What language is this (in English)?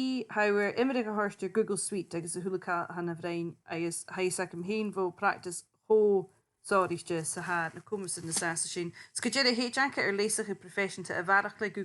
Scottish Gaelic